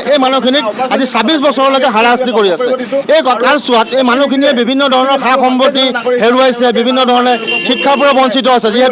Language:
Assamese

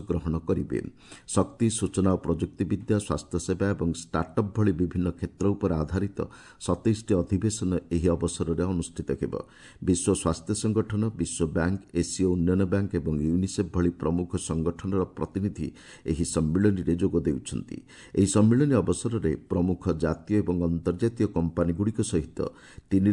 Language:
Odia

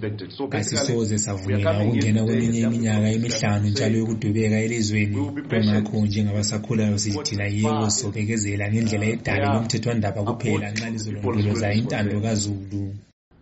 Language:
North Ndebele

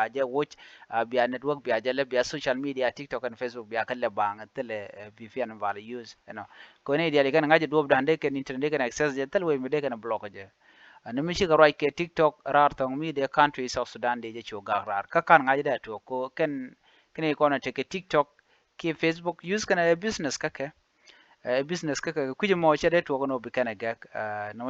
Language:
Nuer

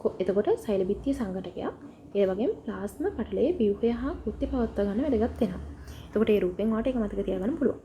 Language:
Sinhala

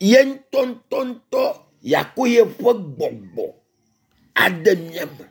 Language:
Ewe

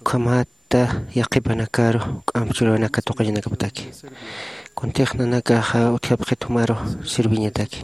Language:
Aymara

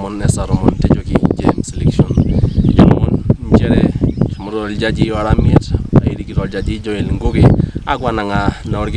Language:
Masai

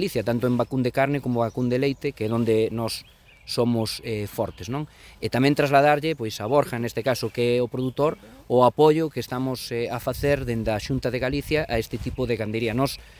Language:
Galician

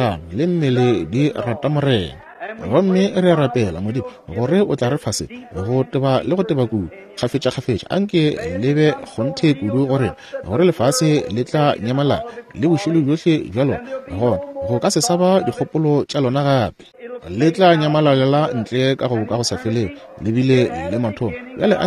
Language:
Northern Sotho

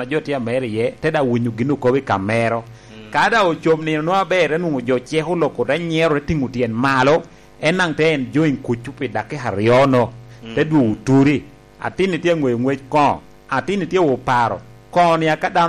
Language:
Lango (Uganda)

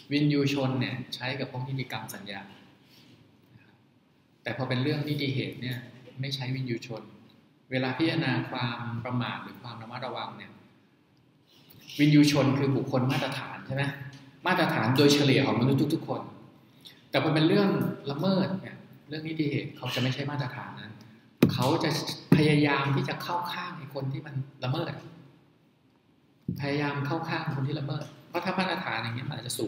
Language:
Thai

